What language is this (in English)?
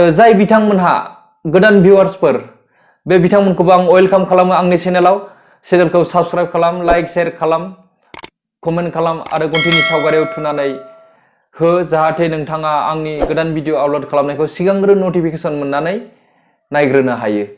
Bodo